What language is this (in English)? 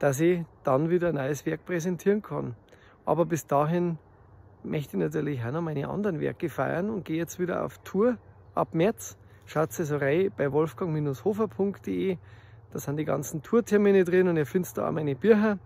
Bavarian